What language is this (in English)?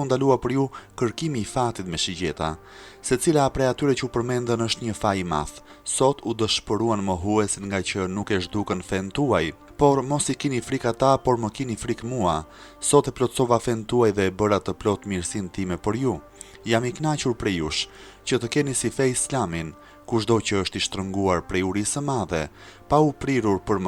Albanian